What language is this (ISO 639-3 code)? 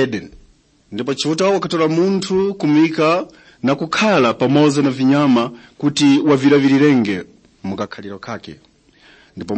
tum